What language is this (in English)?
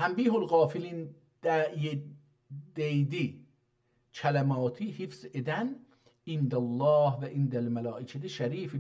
South Azerbaijani